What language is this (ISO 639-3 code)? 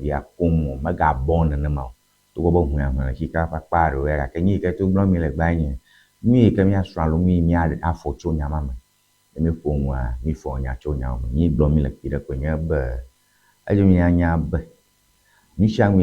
ewe